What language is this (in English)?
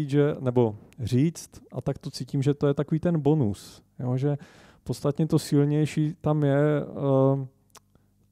Czech